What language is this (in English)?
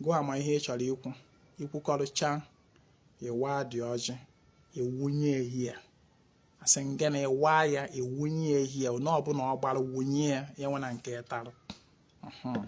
Igbo